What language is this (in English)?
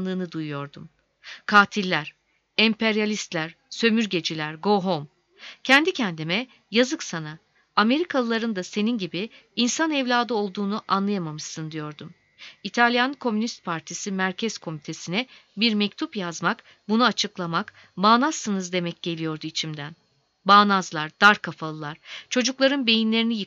Turkish